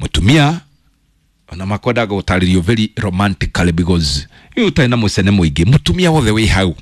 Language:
Kikuyu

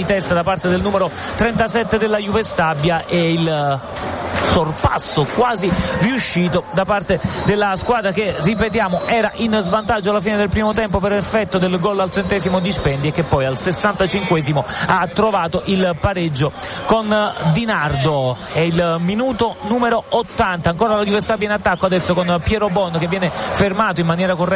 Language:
Italian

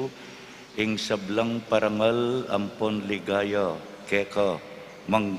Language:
Pampanga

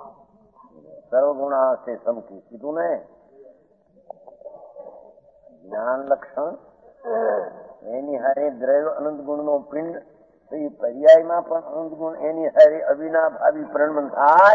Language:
Gujarati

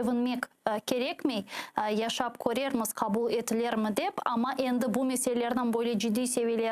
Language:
Crimean Tatar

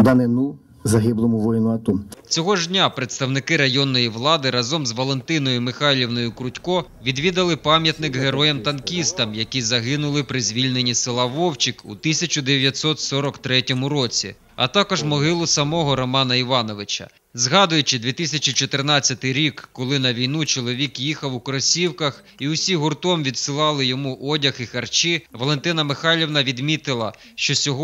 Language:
Ukrainian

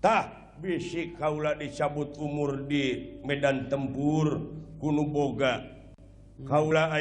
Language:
Sundanese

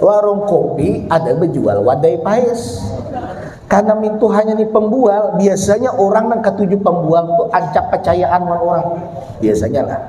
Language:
Banjar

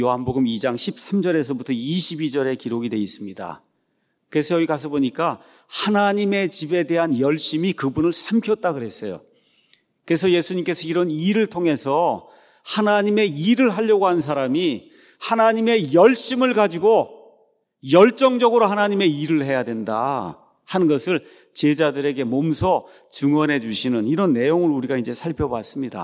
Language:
Korean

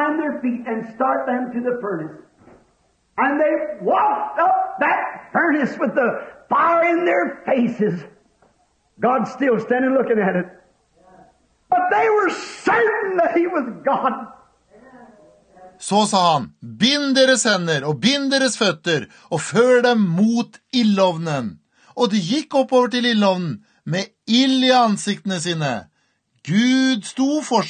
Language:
Norwegian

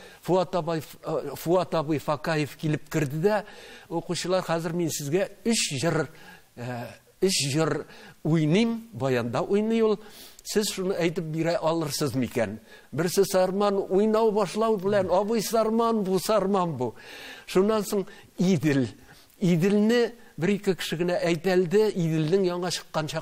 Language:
Tatar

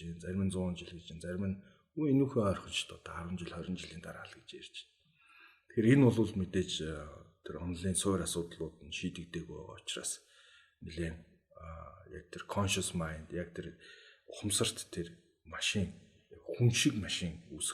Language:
Mongolian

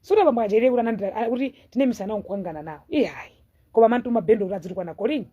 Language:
Nyanja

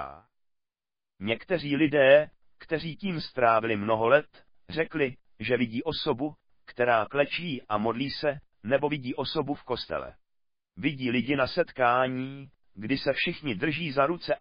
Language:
Czech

